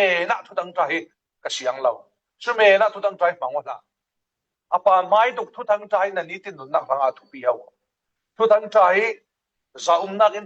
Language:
Falam Chin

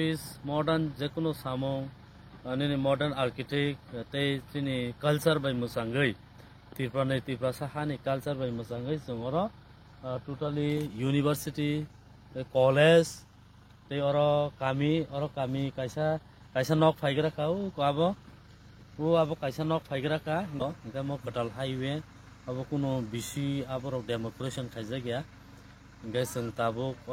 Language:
Kok Borok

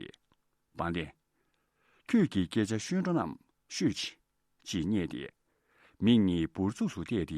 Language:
Tibetan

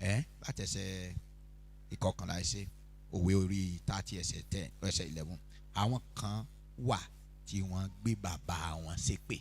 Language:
Yoruba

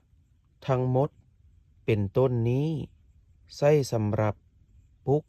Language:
Lao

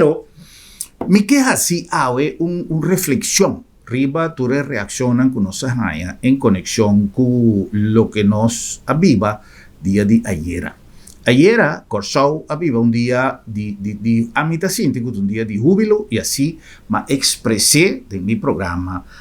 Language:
Papiamento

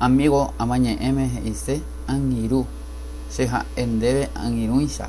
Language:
Guarani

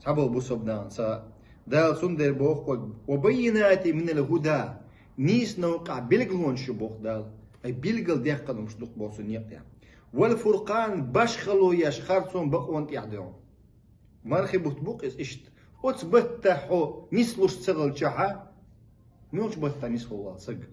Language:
Chechen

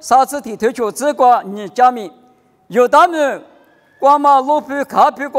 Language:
Lisu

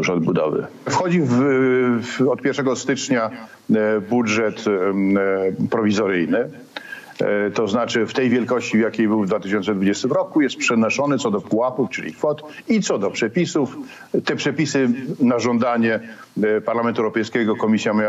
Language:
Polish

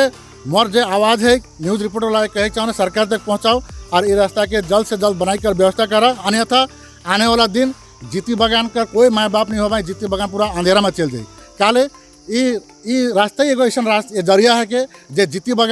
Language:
Sadri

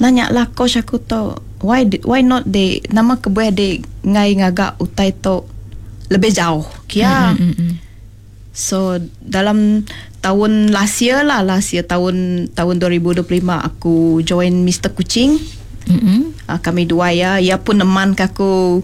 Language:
Iban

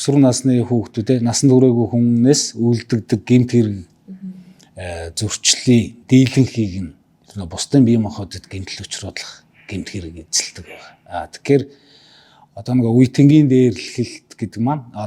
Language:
Mongolian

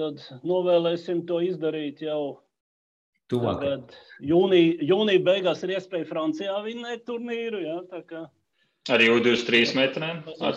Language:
Latvian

